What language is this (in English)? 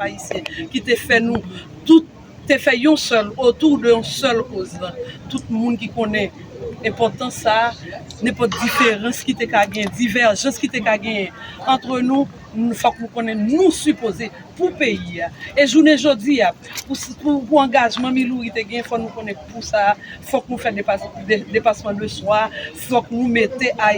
Haitian Creole